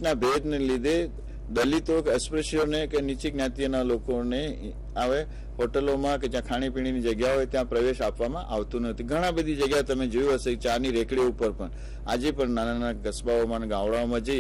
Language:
Gujarati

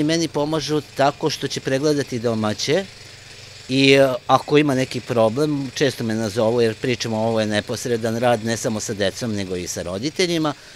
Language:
Serbian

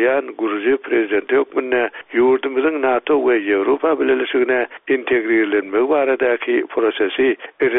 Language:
Turkmen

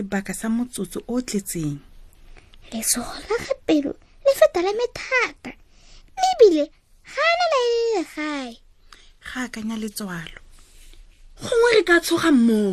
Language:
Tswana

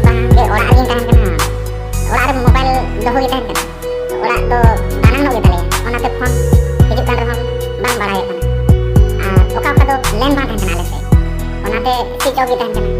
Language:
Santali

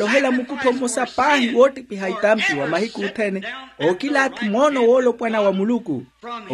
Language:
Makhuwa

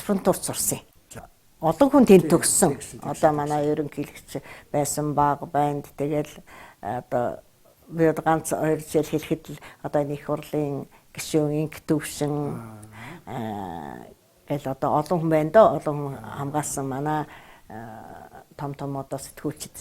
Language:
Mongolian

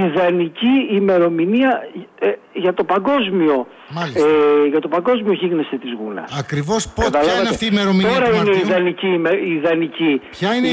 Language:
Greek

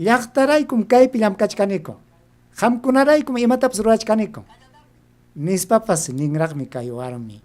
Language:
Ayacucho Quechua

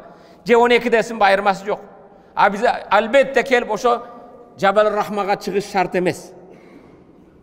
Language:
Kyrgyz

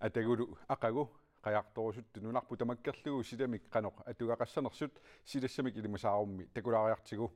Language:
Kalaallisut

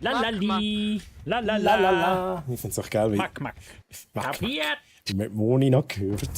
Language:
Swiss German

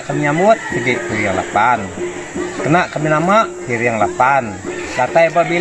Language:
Iban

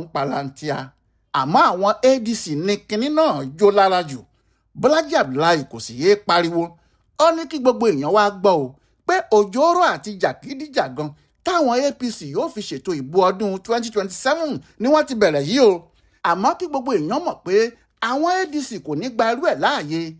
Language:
Yoruba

